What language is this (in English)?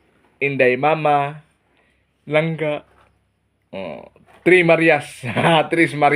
Cebuano